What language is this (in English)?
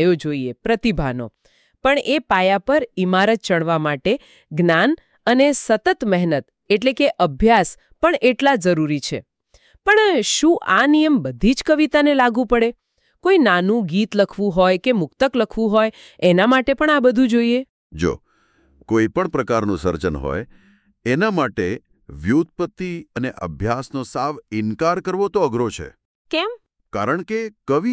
Gujarati